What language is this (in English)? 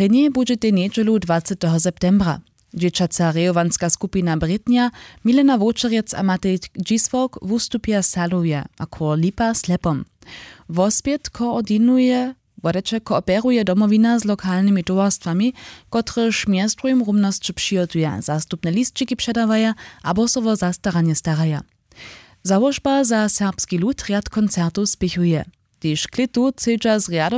Upper Sorbian